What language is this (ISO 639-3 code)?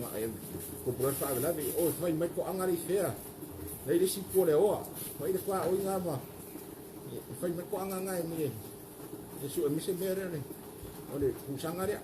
smo